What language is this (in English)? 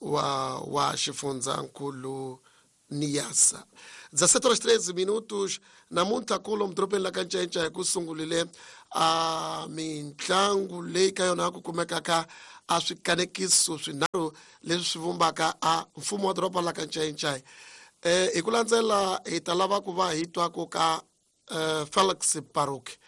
Tsonga